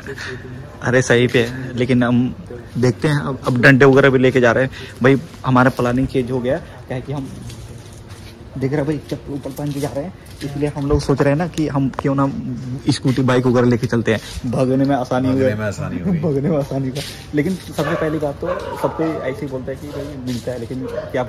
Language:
Hindi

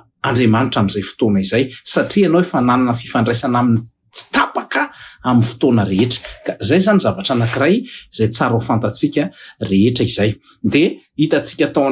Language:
Malagasy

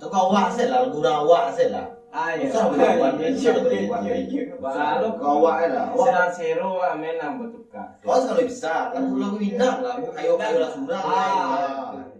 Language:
Minangkabau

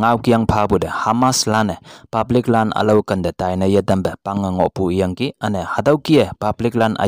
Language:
Konyak Naga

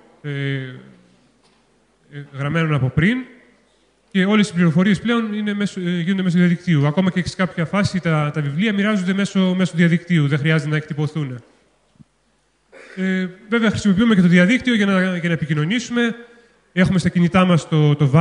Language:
Greek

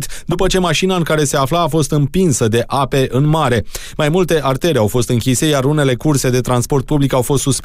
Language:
Romanian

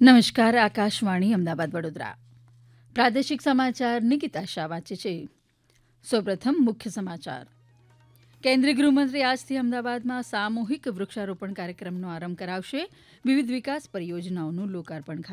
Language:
Gujarati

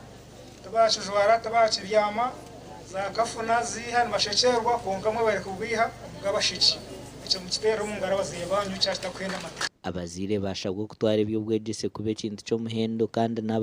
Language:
Nyankole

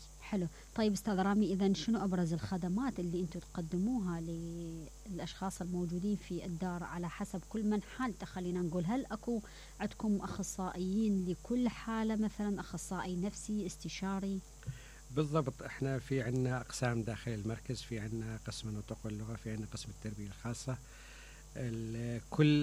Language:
Mesopotamian Arabic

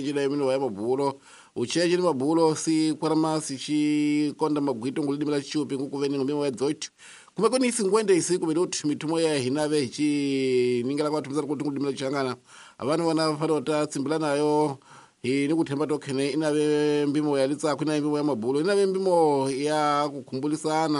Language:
Tsonga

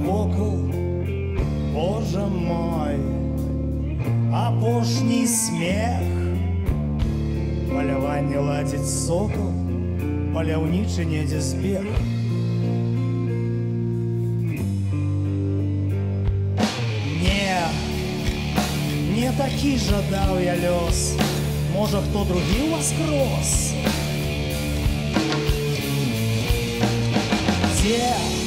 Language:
Russian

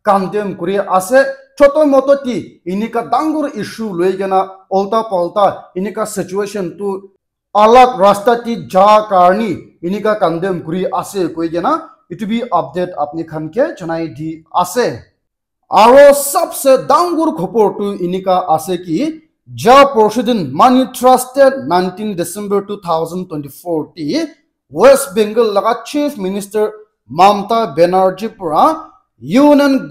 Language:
Naga Pidgin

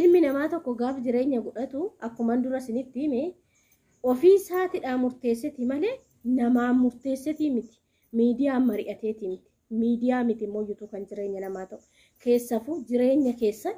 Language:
Oromo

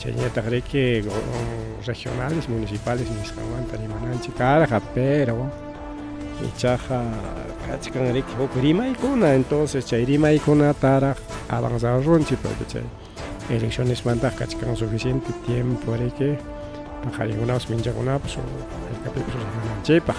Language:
Ayacucho Quechua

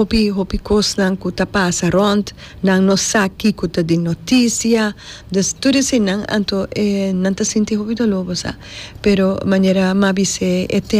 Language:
Papiamento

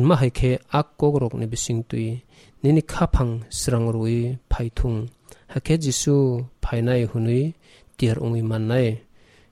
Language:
Kok Borok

